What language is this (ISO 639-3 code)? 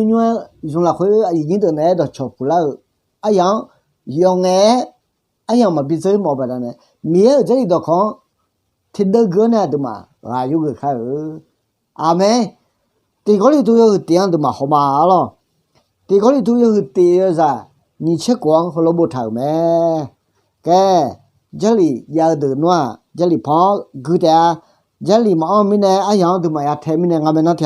ahk